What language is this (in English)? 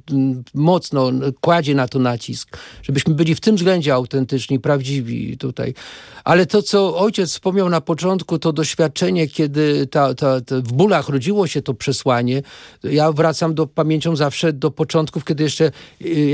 Polish